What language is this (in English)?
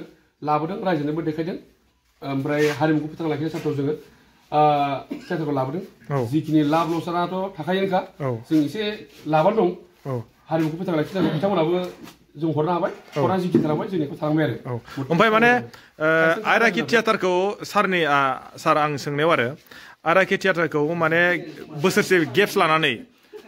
Bodo